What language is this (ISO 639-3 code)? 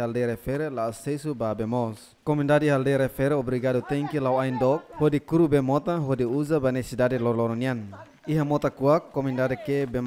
tet